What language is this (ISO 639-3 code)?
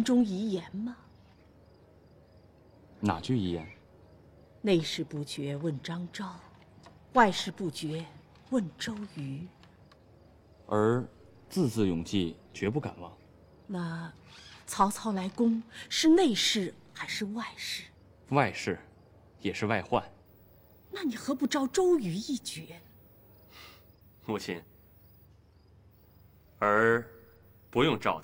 zho